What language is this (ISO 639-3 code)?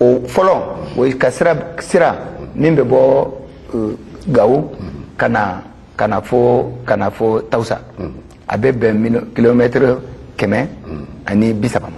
bam